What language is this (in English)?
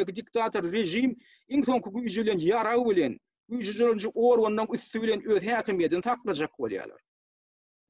Turkmen